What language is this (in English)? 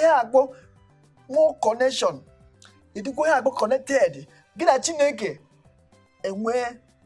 Igbo